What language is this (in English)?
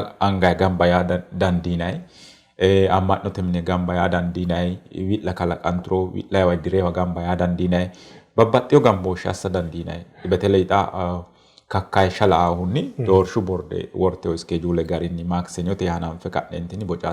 Sidamo